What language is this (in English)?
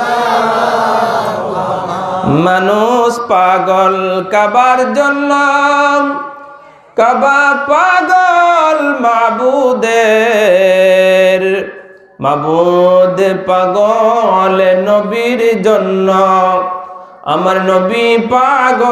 Bangla